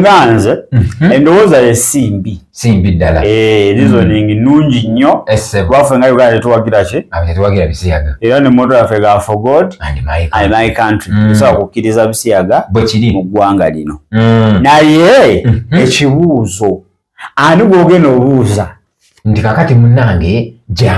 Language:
Ganda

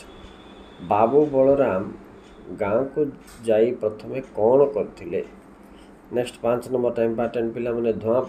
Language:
Odia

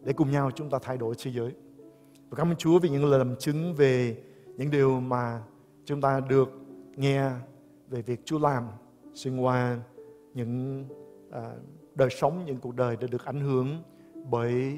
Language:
Vietnamese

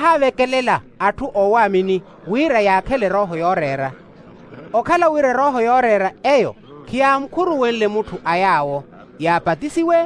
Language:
Makhuwa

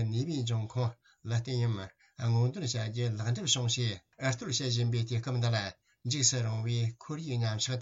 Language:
Tibetan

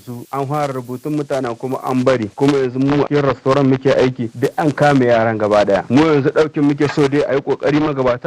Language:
Hausa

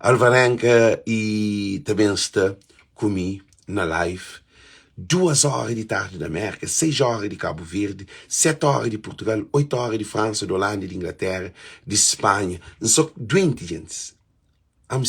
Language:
Kabuverdianu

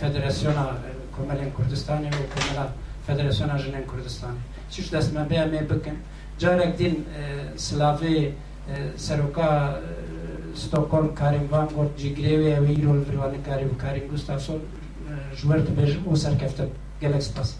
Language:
Kurdish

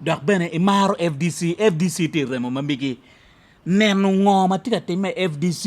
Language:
Acoli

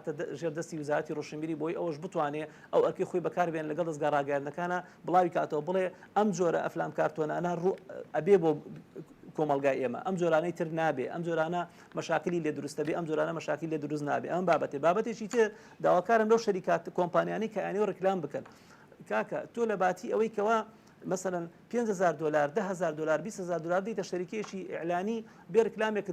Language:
Central Kurdish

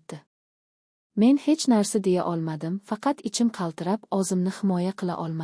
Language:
Uzbek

